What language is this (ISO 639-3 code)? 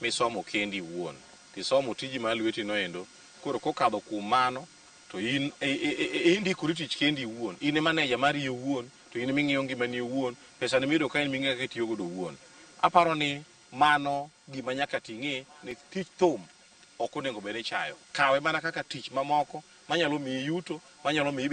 luo